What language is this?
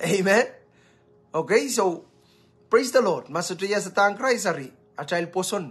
Pohnpeian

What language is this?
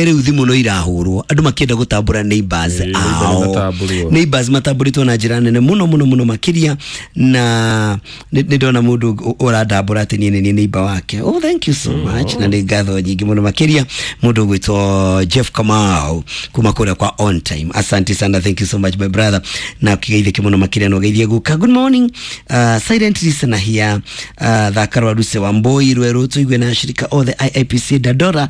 Kikuyu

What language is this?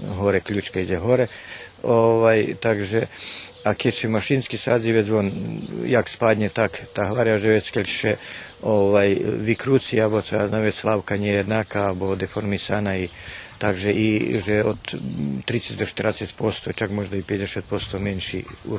Rusyn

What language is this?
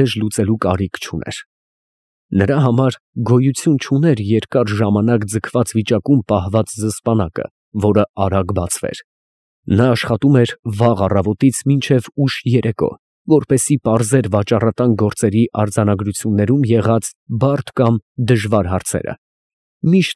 Armenian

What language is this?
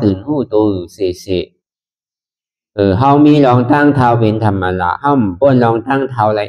Shan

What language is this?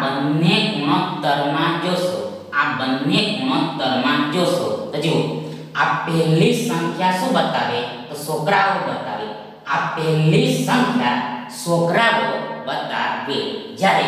Gujarati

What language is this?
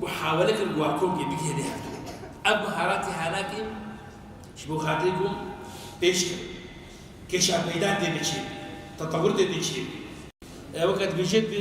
Kurdish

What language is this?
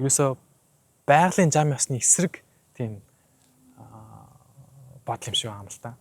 Mongolian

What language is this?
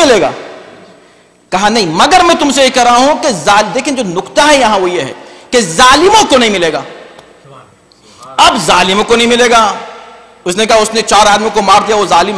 Urdu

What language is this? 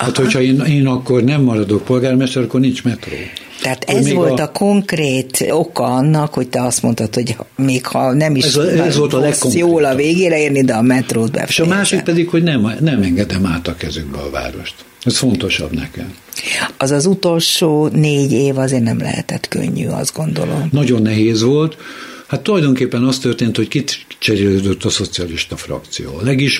Hungarian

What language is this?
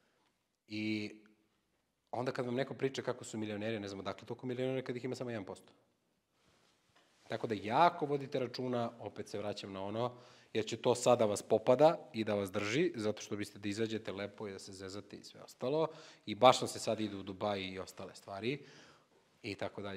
Serbian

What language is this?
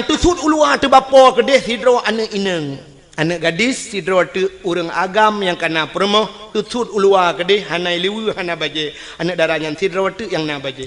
Achinese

